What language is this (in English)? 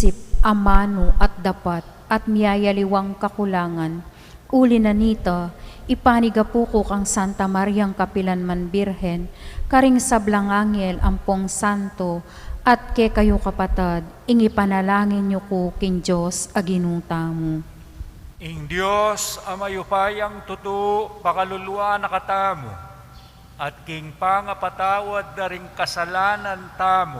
Pampanga